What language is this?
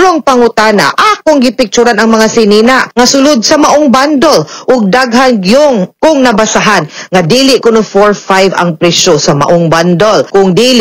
Cebuano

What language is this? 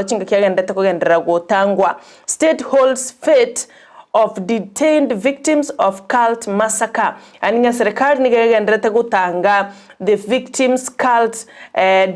Gusii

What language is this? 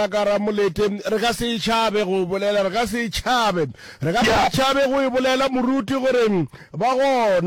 Northern Sotho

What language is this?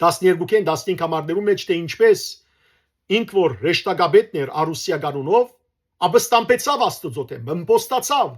Western Armenian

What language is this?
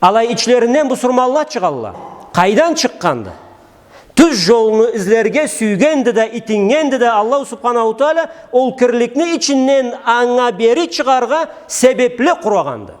Karachay-Balkar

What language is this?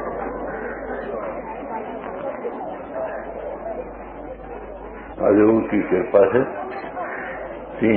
Urdu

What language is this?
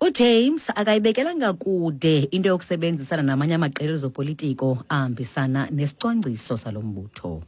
Xhosa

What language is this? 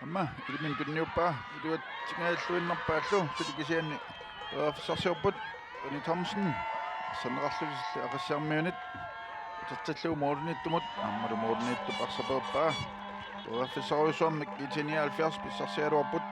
Kalaallisut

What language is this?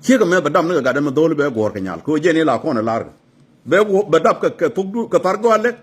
Nuer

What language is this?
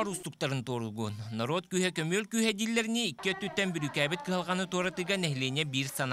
Yakut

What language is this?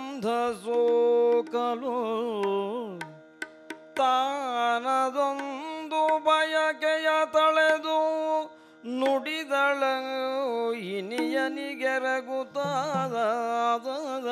Kannada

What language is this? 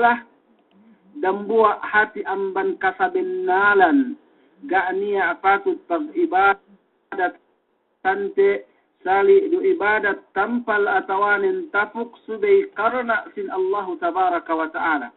Yakan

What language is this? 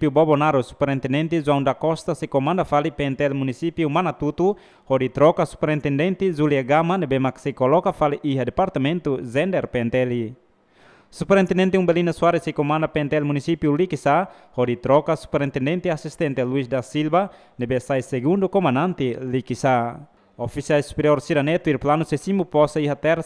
Tetum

